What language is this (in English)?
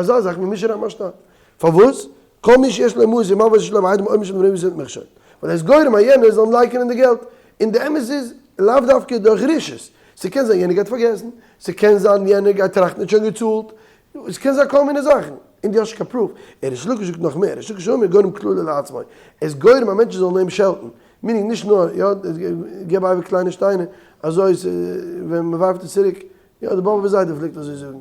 Yiddish